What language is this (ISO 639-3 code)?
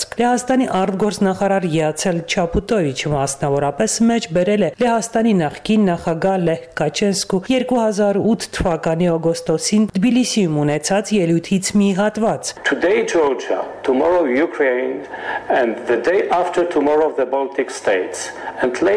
hye